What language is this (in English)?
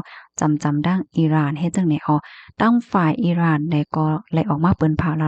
Shan